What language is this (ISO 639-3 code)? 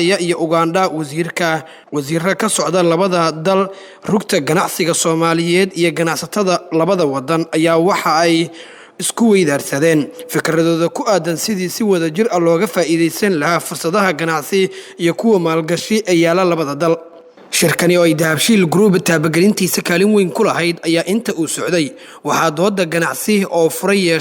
som